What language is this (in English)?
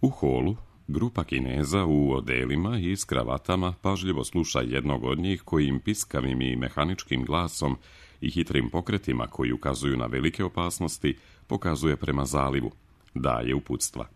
Serbian